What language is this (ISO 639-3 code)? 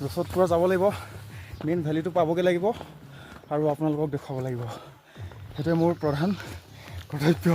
asm